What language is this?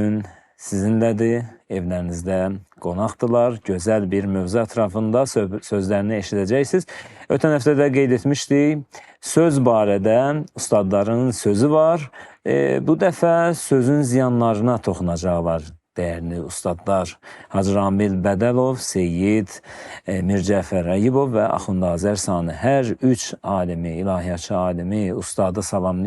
Azerbaijani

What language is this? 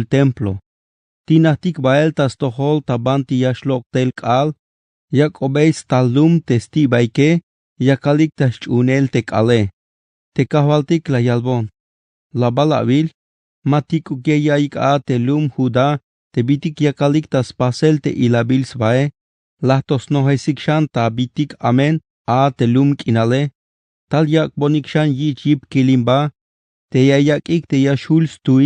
Tzeltal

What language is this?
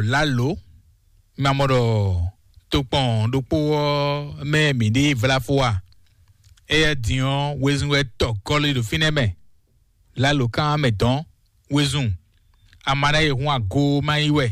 Fon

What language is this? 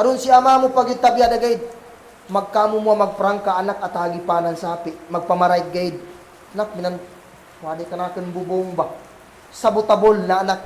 Kagan Kalagan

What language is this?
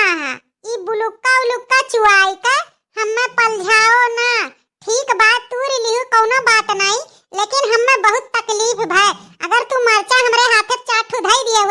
Awadhi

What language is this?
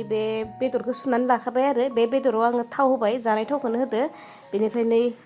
Bodo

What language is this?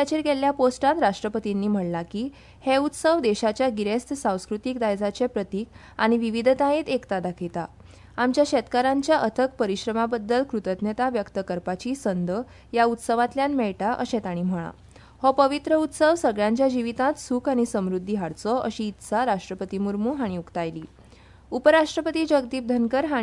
Konkani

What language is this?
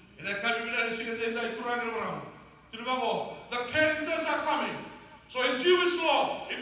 Fijian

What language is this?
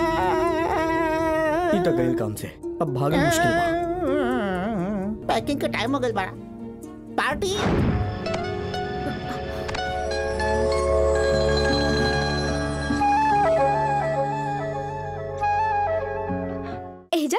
Bhojpuri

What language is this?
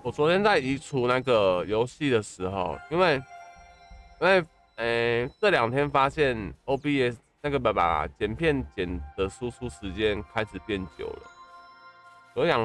Chinese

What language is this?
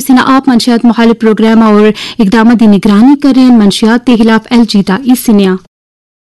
Urdu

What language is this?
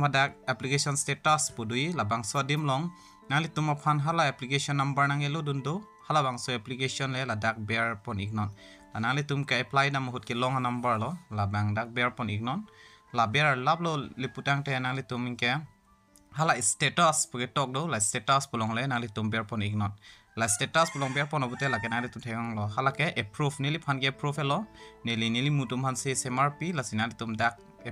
Karbi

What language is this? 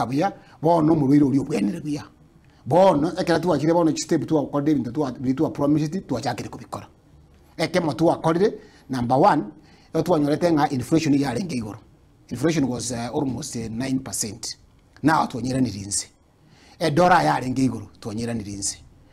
Gusii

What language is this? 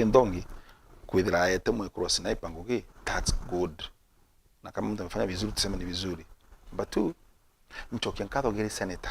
Meru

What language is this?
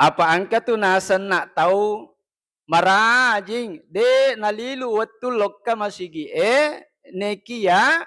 Buginese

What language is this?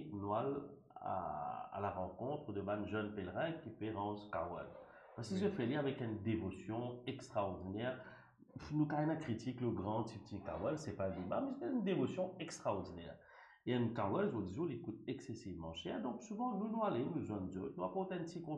Morisyen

